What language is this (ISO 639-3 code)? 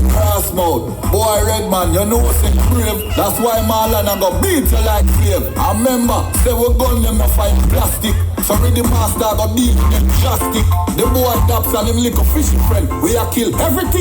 jam